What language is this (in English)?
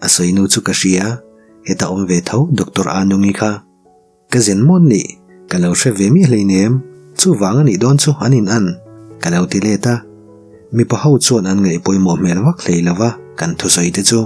Mizo